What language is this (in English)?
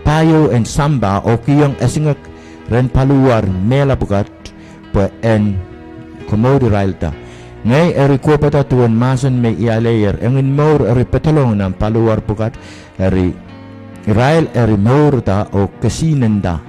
Pohnpeian